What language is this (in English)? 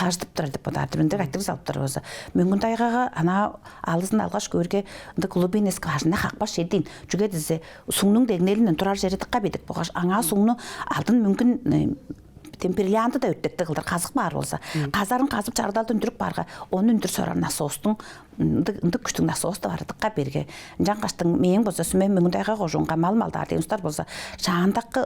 Tuvinian